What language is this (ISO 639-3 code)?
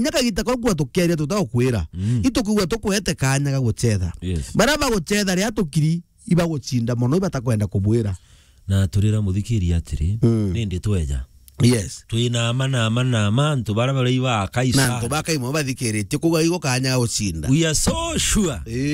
mer